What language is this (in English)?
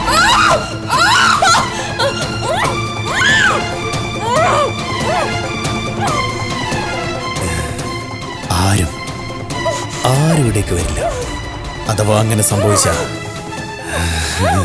Malayalam